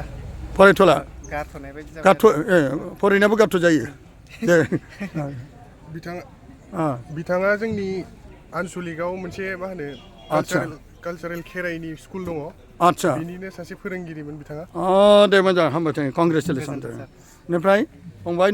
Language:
Bodo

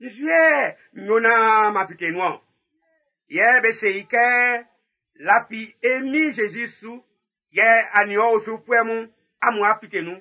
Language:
Baoulé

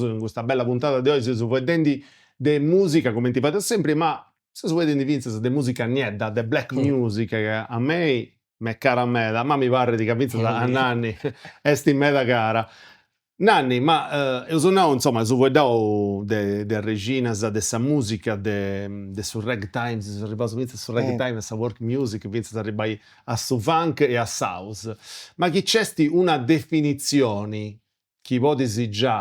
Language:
Sardinian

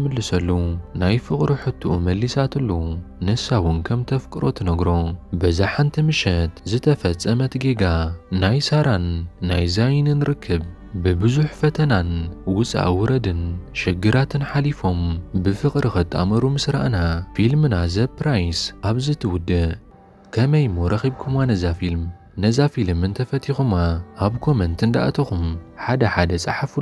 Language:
Tigrinya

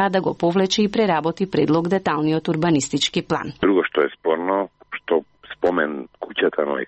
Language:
Macedonian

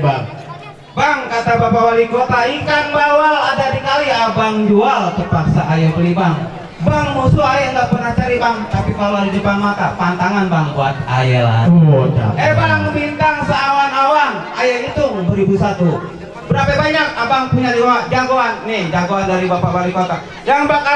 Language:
Betawi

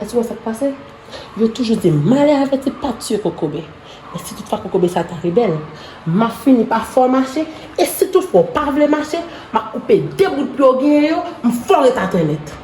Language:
Haitian Creole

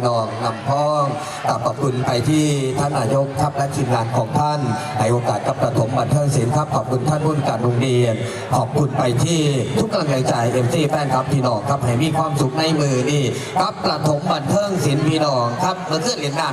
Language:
Northeastern Thai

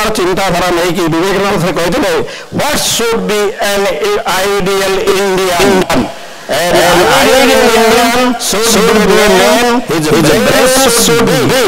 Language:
Hindi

